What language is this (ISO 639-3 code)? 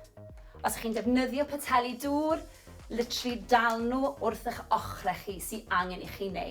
cym